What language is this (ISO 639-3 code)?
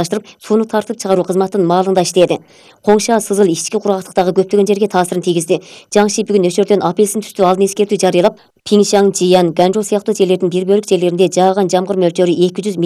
kir